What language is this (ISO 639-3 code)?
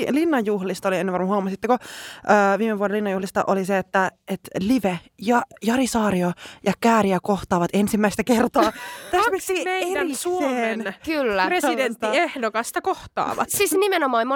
fin